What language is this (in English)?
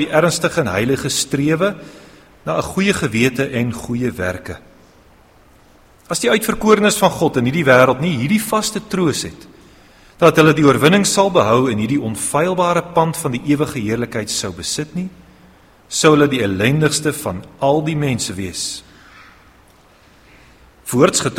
Afrikaans